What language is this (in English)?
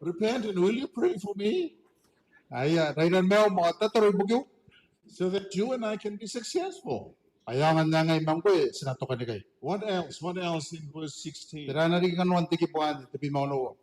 Gilbertese